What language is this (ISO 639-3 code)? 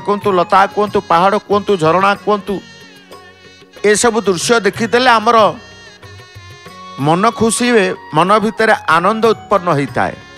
ori